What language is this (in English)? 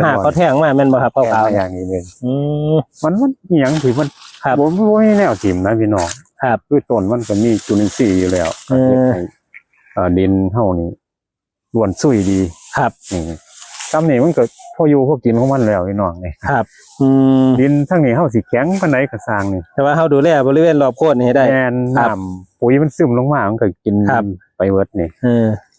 Northeastern Thai